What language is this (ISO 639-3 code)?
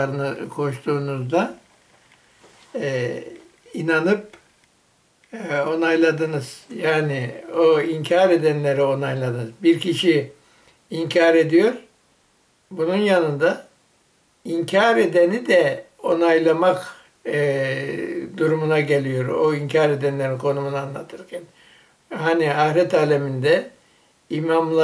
tur